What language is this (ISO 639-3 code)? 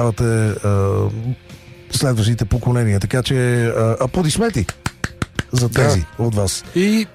bul